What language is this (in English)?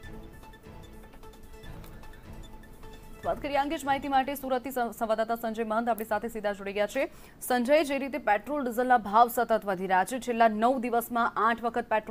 Gujarati